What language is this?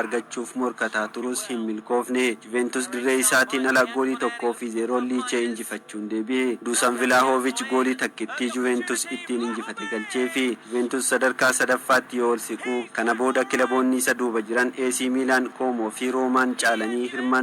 Oromo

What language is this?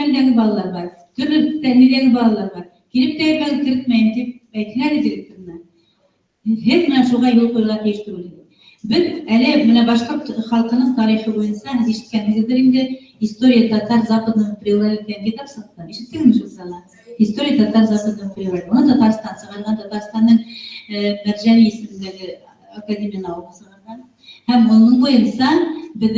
Bashkir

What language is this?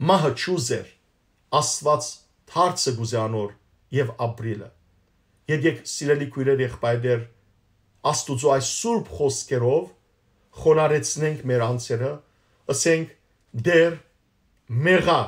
Western Armenian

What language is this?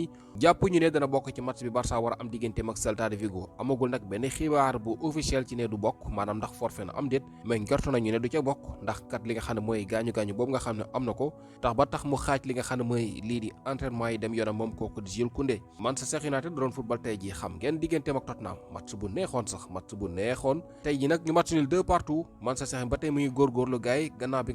Wolof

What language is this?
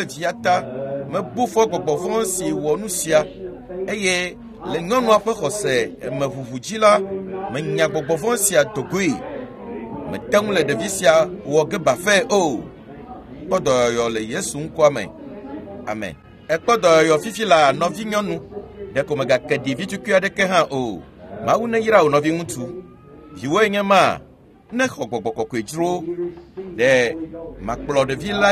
Ewe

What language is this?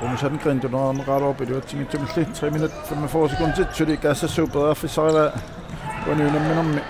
Kalaallisut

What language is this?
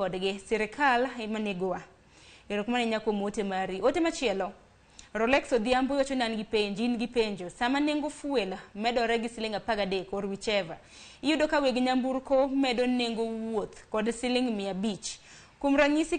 Luo (Kenya and Tanzania)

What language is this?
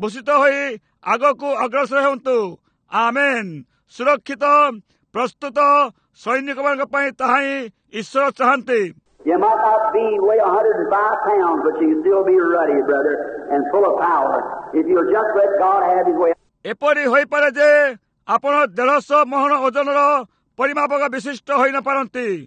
Odia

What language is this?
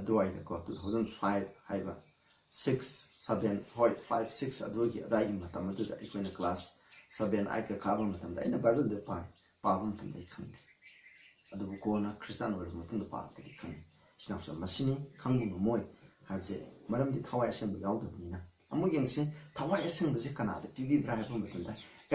Manipuri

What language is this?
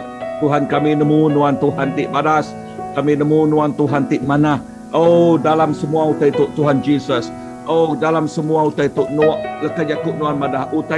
Iban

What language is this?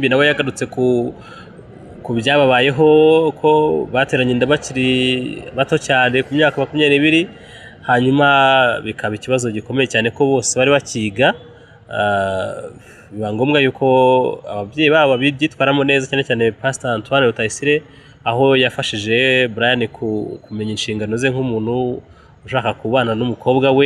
Kinyarwanda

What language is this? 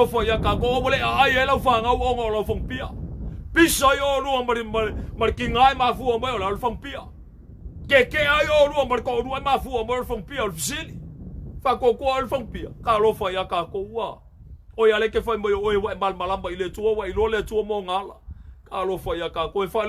Samoan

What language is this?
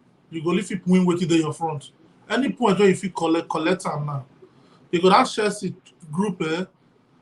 Nigerian Pidgin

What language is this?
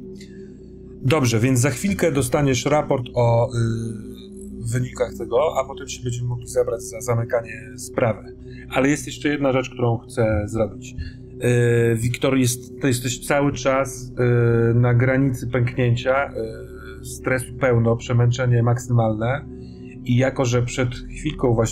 Polish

